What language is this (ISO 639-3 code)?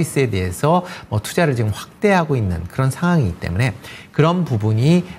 kor